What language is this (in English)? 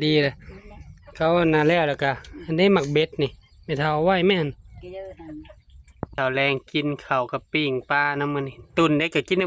Northeastern Thai